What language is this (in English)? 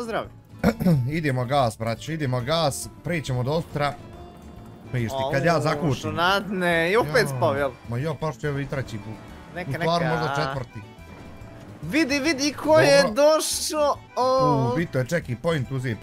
Bosnian